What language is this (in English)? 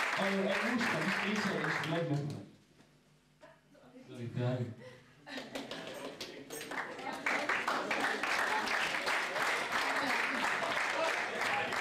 Danish